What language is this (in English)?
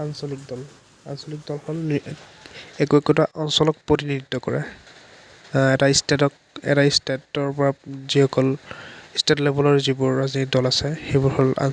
Assamese